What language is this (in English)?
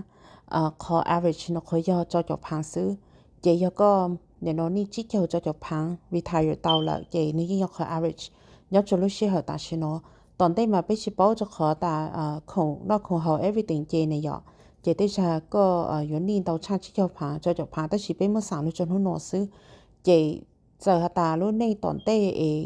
Hmong